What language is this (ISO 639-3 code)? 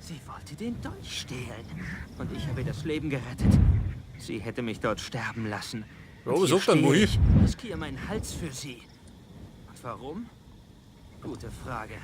bar